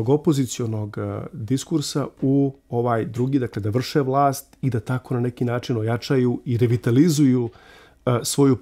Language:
Serbian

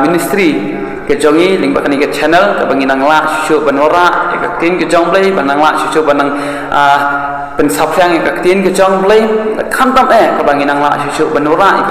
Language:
Khasi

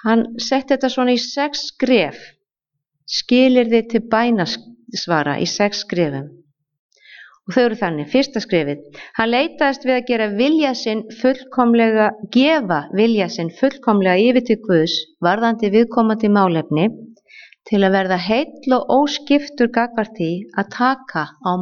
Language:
Icelandic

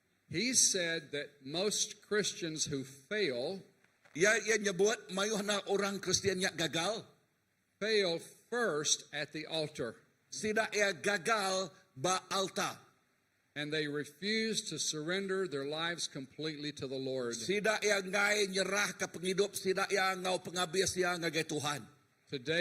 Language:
Iban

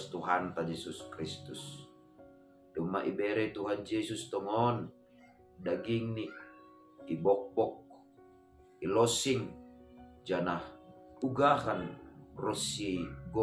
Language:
Batak Simalungun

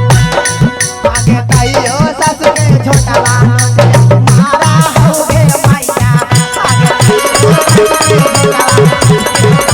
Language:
Magahi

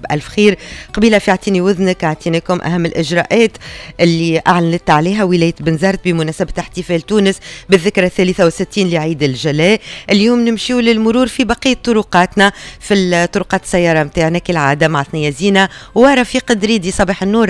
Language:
Tunisian Arabic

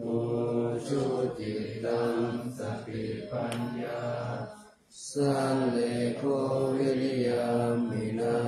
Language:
Pali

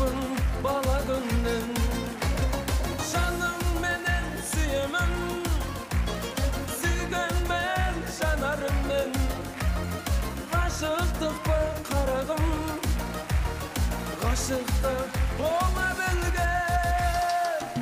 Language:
Kazakh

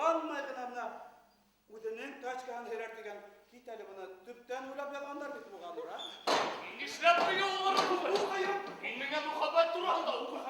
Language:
Bashkir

